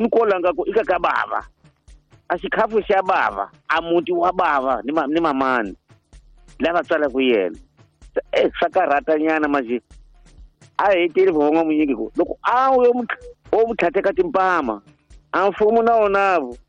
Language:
Tsonga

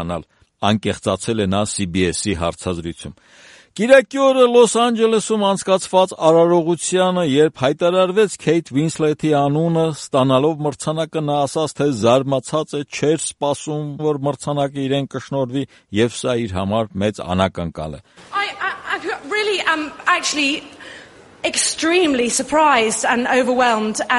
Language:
Armenian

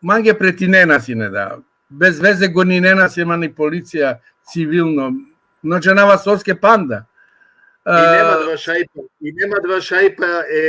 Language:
Balkan Romani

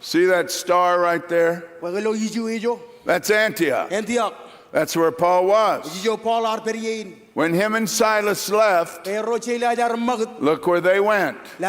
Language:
Marshallese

